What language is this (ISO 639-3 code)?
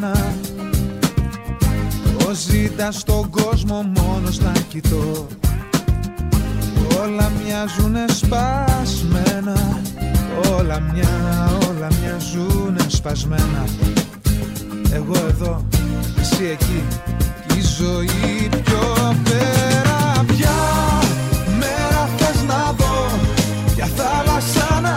ell